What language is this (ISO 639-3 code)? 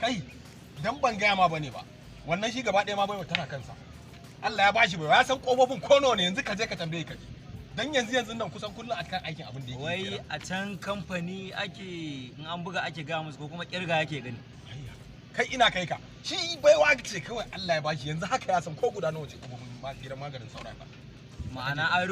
hau